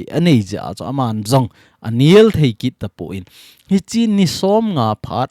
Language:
Thado Chin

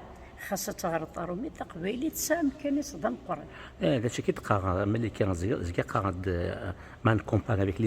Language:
Kabyle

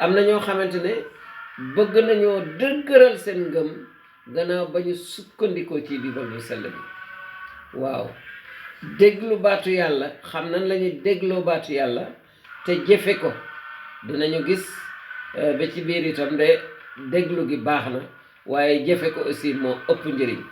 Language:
Wolof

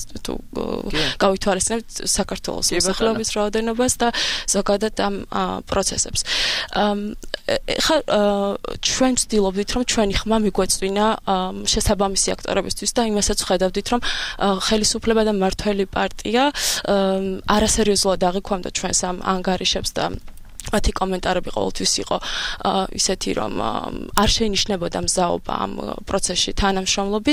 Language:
Georgian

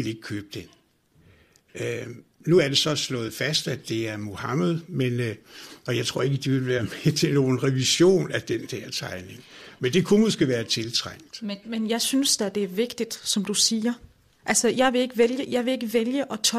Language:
Danish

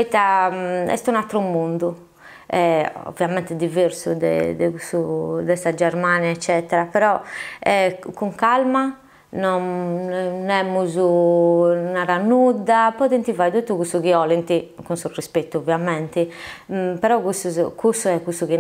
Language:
Sardinian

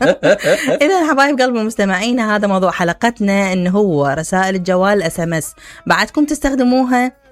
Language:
Mesopotamian Arabic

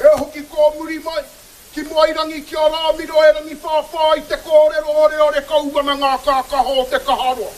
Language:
Māori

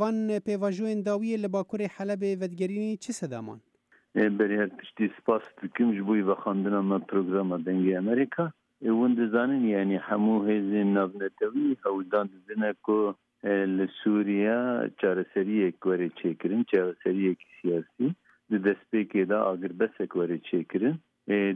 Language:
Kurdish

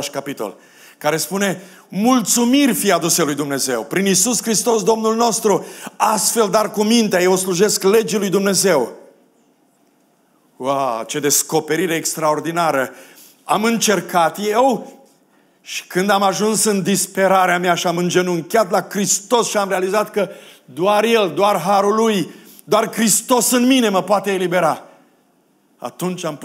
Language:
Romanian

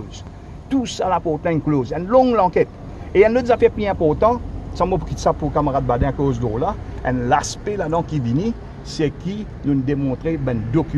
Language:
Morisyen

